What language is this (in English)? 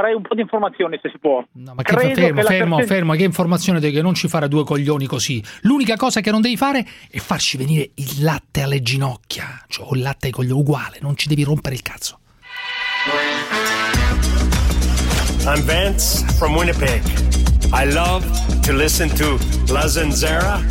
Italian